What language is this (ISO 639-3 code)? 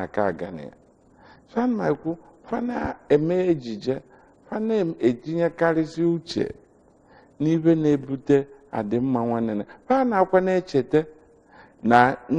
ibo